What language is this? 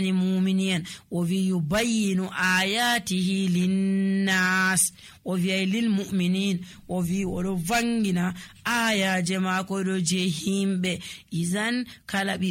Nigerian Fulfulde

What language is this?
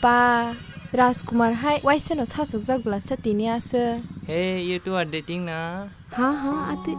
Kok Borok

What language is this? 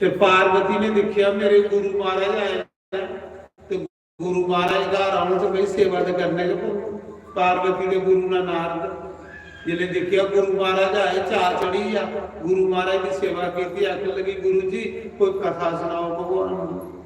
Dogri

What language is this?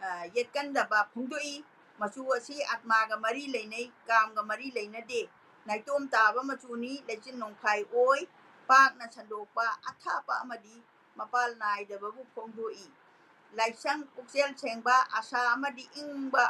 Manipuri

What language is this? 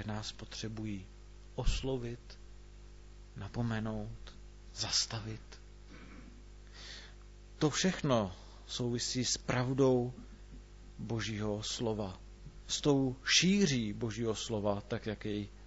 Czech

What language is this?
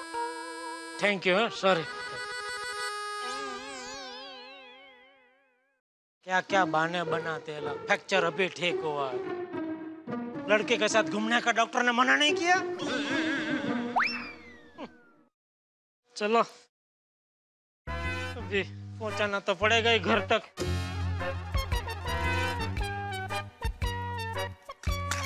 Hindi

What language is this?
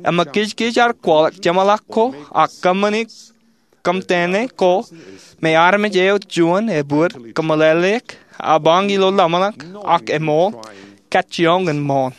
Marshallese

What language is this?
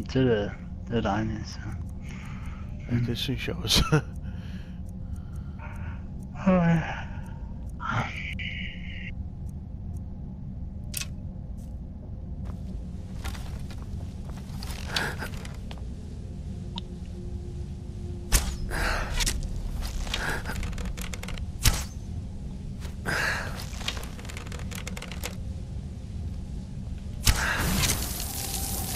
Danish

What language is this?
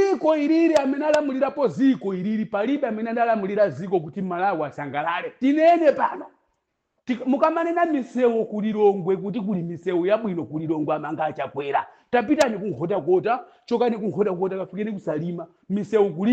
Nyanja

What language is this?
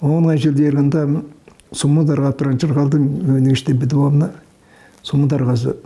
Tuvinian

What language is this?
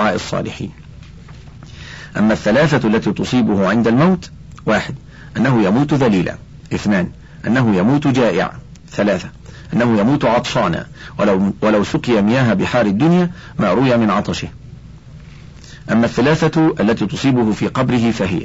Arabic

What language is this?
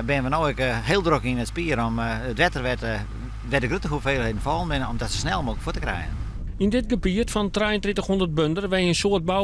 Western Frisian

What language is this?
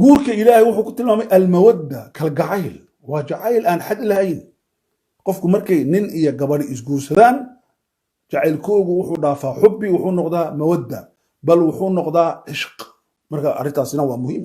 Somali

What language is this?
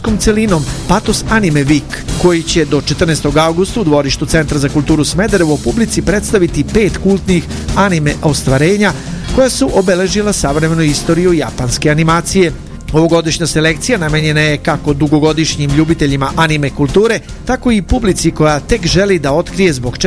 Serbian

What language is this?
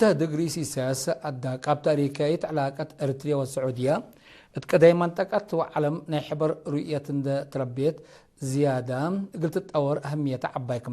Tigre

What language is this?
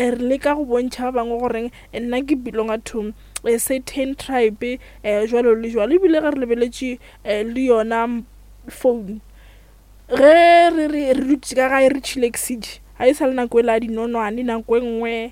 Northern Sotho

